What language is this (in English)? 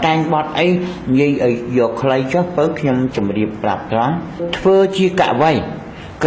Khmer